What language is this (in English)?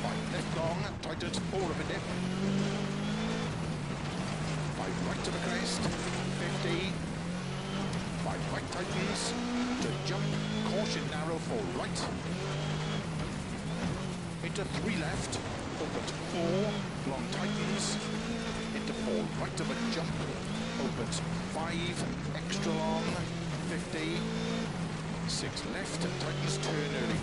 English